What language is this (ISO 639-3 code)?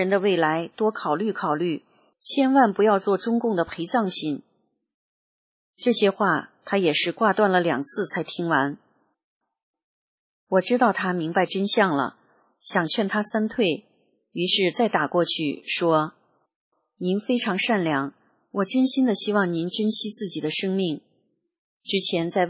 zho